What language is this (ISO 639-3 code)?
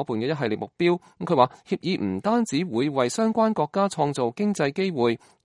yue